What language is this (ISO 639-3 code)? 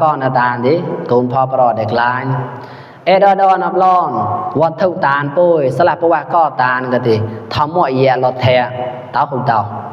mnw